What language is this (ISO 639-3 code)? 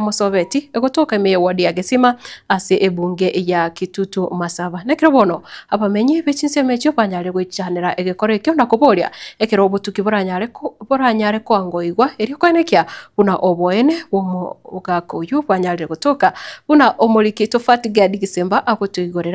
guz